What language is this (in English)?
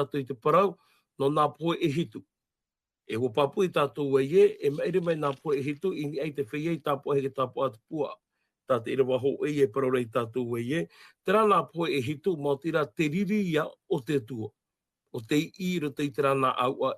Tahitian